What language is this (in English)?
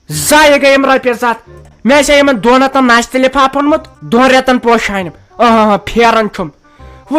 Kashmiri